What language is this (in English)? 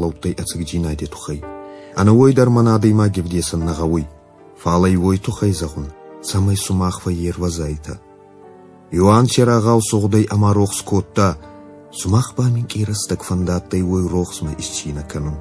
Ossetic